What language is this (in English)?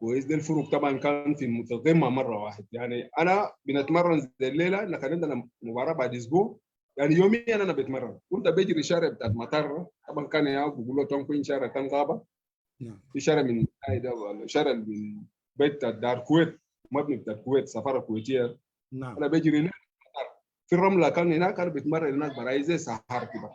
Sudanese Arabic